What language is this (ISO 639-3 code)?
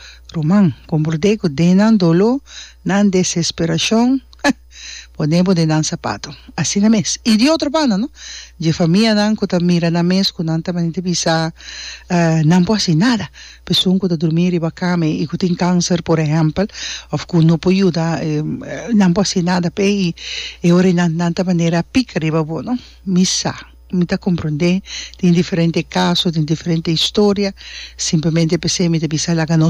pap